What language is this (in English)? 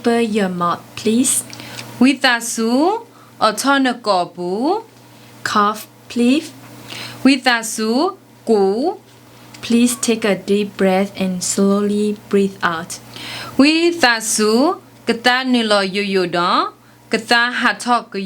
S'gaw Karen